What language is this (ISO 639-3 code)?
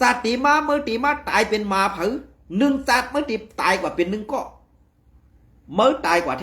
shn